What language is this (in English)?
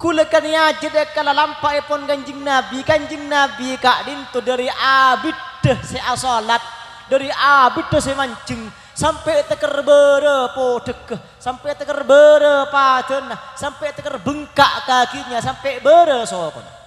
Madurese